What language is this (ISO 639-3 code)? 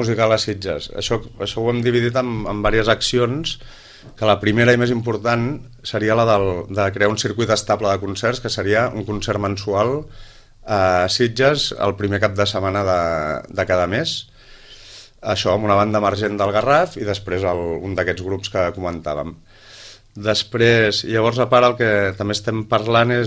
cat